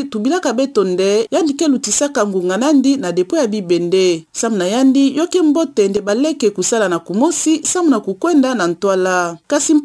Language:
Kituba (Democratic Republic of Congo)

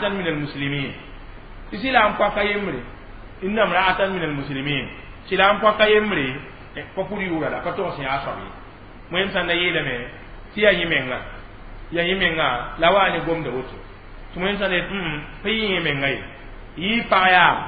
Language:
Mossi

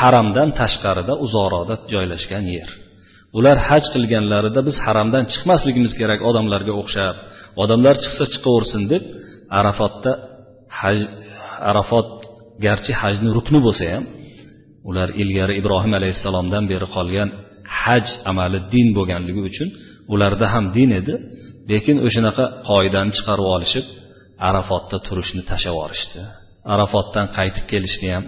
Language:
Uzbek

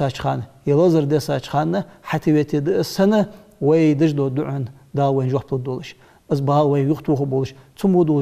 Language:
Ingush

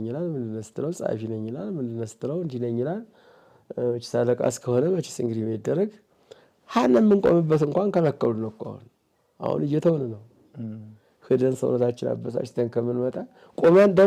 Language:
Amharic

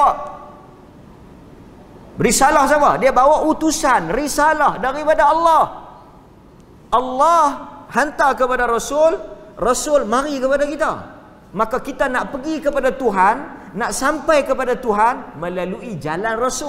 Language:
Malay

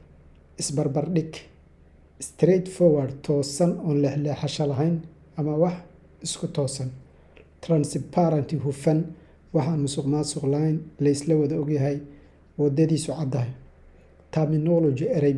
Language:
Somali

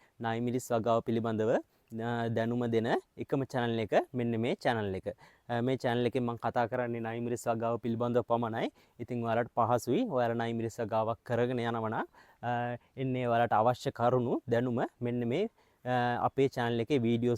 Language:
Sinhala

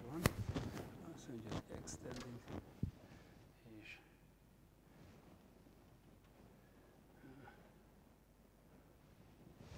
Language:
Hungarian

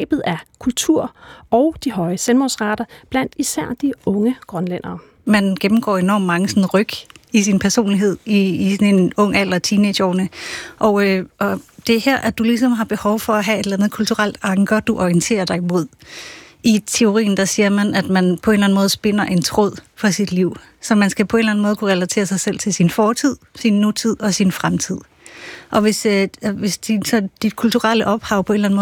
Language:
Danish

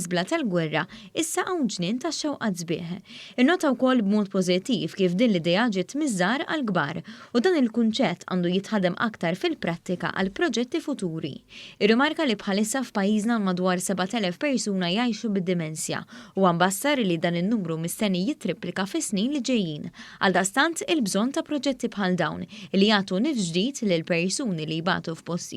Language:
Maltese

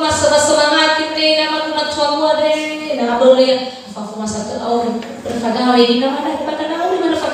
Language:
Nias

